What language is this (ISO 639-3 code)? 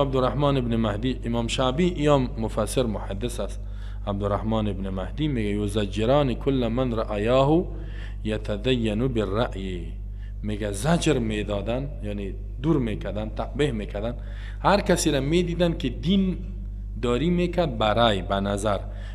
fas